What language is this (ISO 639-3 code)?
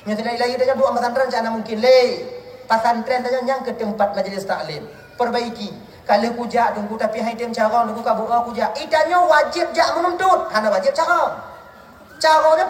ace